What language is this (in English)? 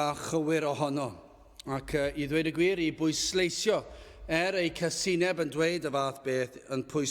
Welsh